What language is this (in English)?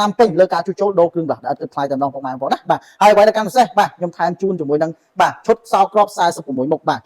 Khmer